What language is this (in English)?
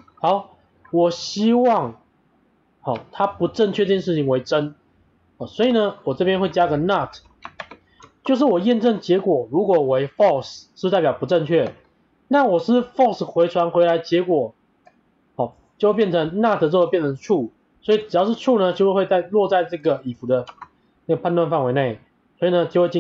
Chinese